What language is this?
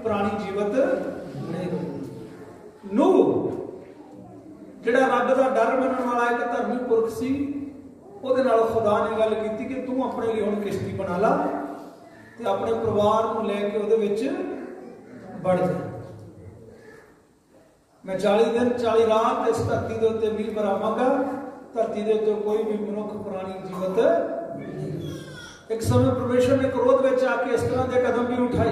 Punjabi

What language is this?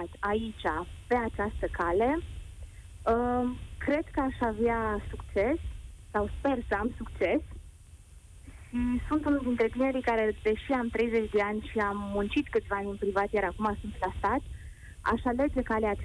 Romanian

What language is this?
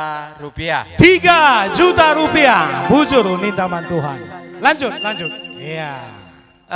Batak Karo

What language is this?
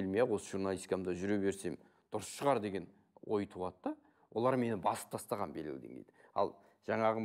Kazakh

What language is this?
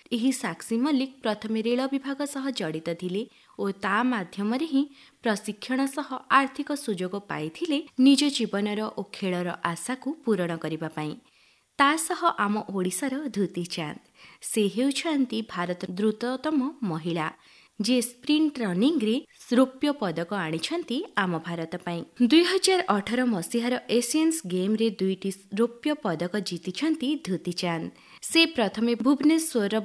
Odia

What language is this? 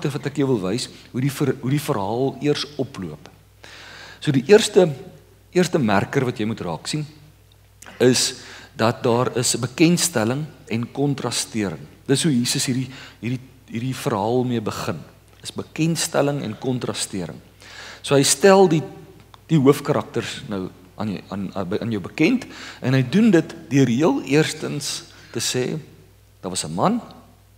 Afrikaans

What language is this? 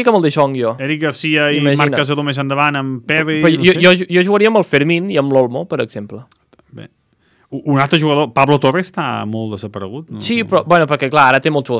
Catalan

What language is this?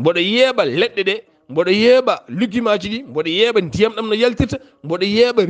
Fula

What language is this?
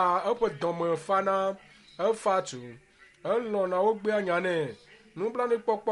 Ewe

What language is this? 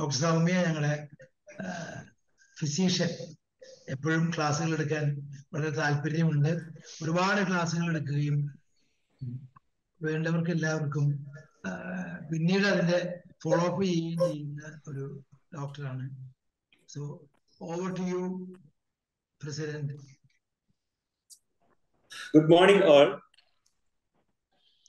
Malayalam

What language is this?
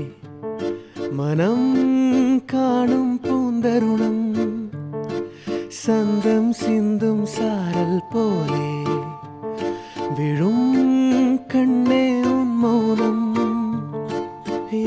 Tamil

